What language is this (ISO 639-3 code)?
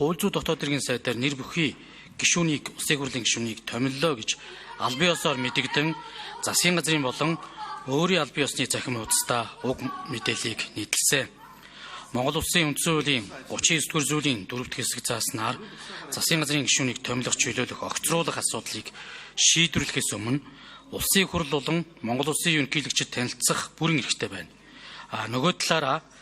mon